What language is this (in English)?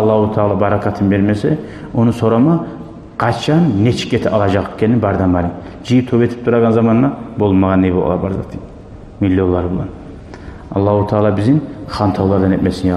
Kumyk